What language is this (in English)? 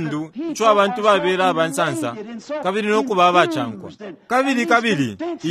Bemba